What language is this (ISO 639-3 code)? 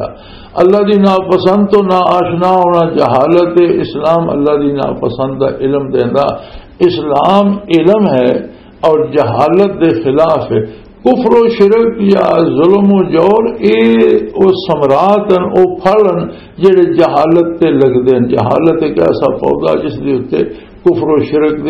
lah